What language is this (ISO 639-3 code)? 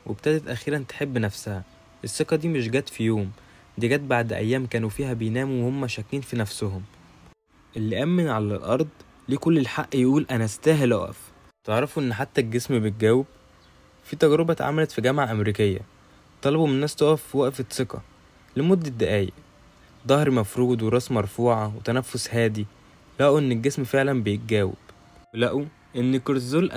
arz